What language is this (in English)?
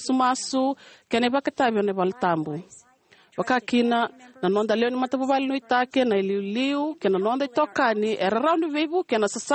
Fijian